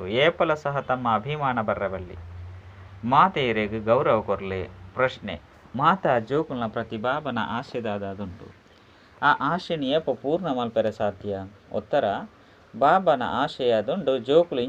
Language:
Tulu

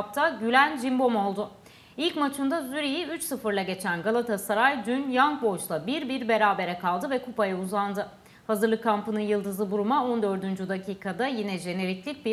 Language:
Turkish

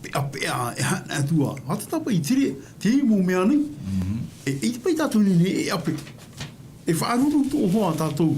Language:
Tahitian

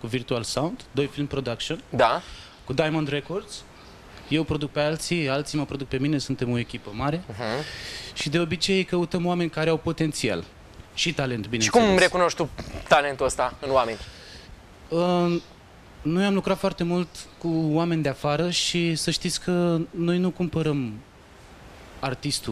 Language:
Romanian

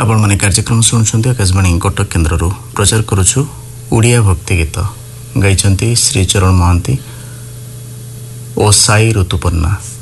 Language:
Odia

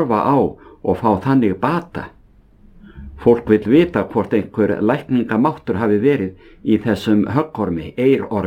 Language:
Icelandic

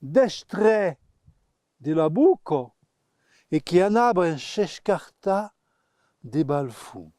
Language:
Occitan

